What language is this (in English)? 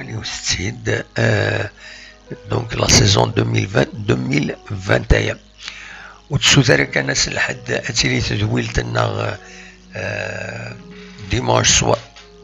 Kabyle